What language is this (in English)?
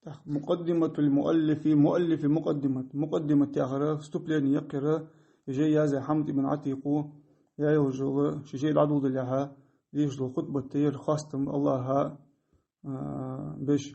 Ingush